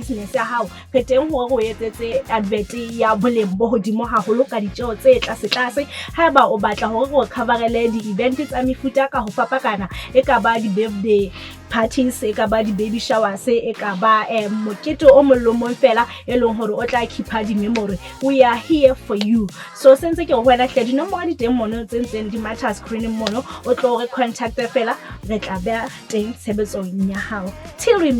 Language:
Southern Sotho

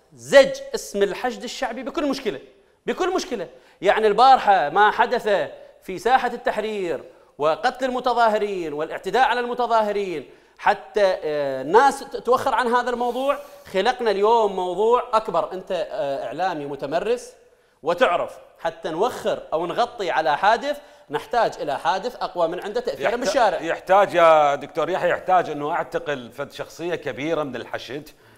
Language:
Mesopotamian Arabic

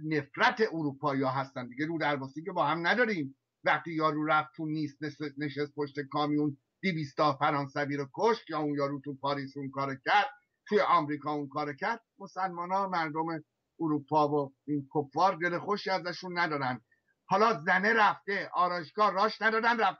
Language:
Persian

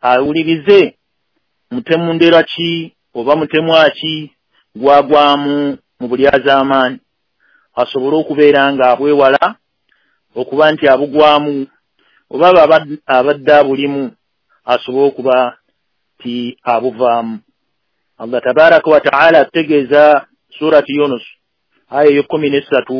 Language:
Ganda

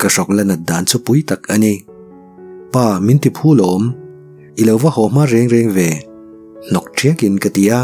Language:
Mizo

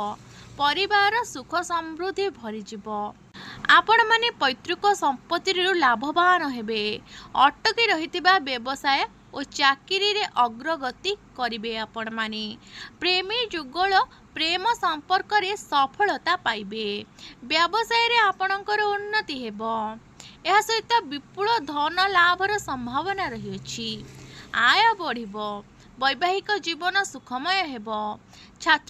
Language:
Odia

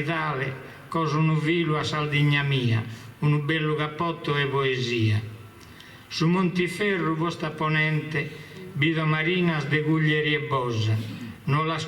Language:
Sardinian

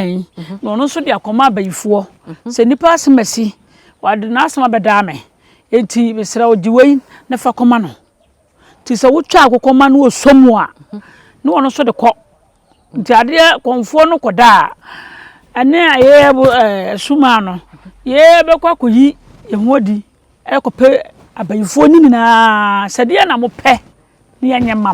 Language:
Akan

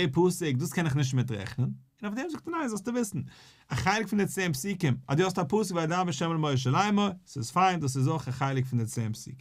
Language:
Yiddish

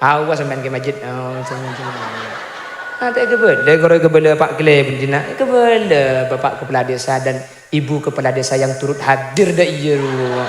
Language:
Madurese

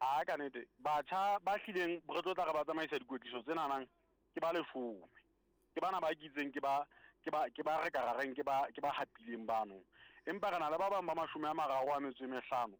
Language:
Southern Sotho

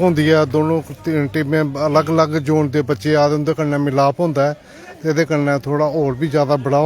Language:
Dogri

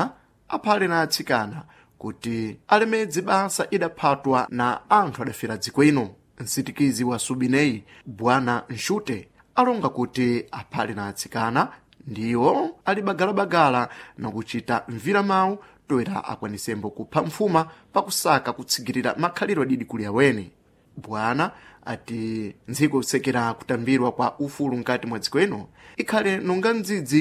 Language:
Sena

